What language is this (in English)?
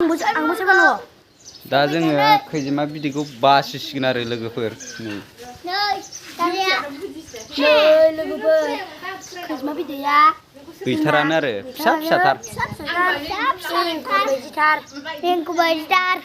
Bodo